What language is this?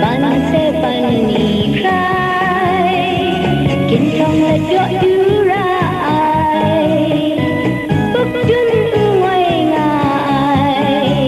Kachin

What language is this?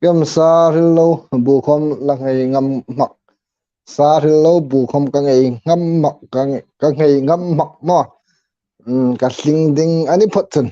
Hmar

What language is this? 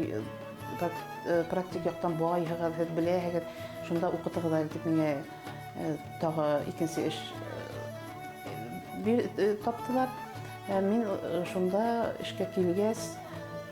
Bashkir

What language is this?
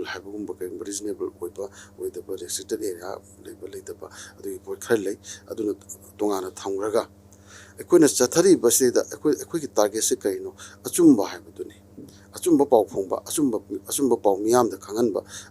Manipuri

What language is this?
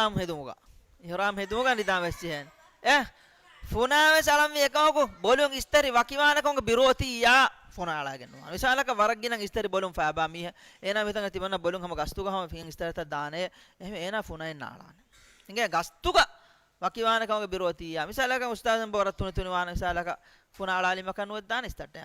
Divehi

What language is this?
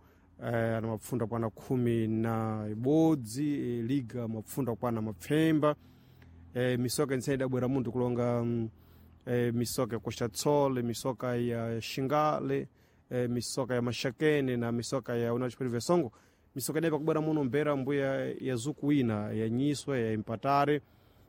Sena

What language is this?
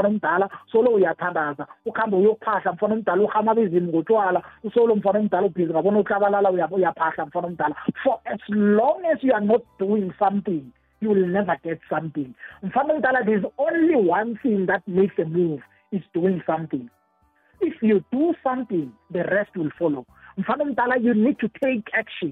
South Ndebele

